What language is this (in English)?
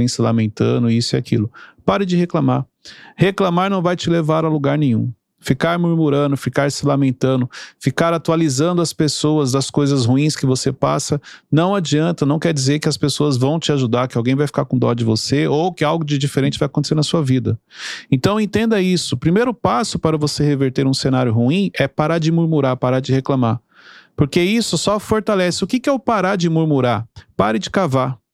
Portuguese